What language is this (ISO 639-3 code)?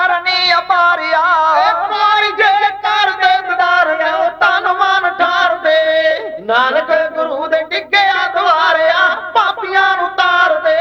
pan